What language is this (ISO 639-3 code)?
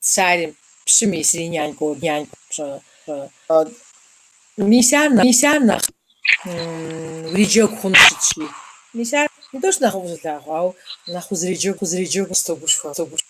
kbd